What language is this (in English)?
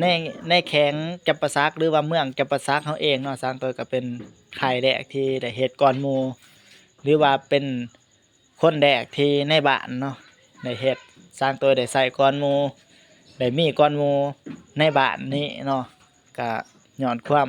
Lao